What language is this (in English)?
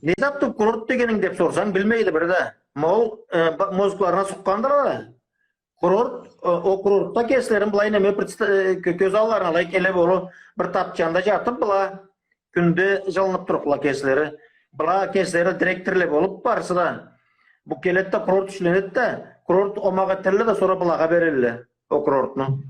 Karachay-Balkar